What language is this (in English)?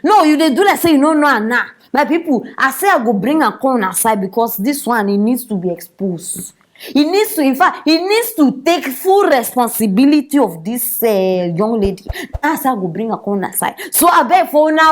Nigerian Pidgin